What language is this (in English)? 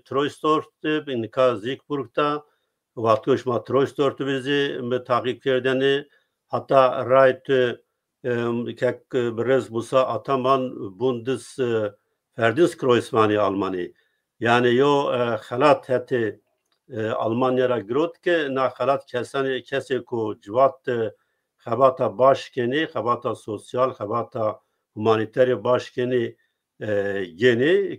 Zaza